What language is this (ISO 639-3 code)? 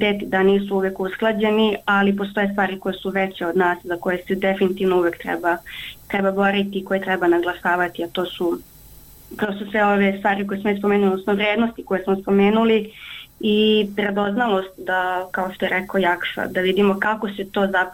bos